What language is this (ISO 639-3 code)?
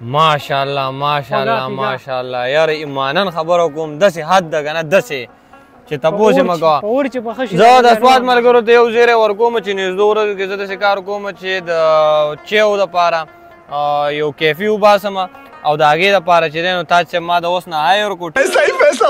pus